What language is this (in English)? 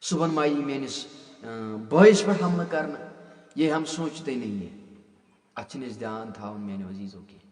Kashmiri